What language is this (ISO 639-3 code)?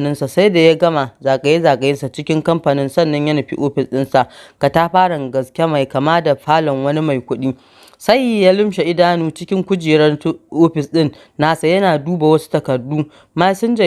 hau